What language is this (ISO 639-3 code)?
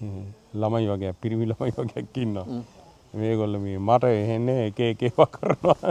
sin